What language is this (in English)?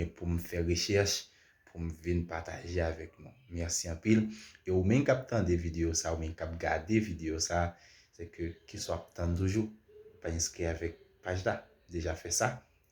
Haitian Creole